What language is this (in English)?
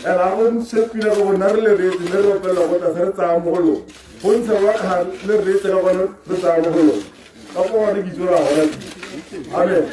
Tswana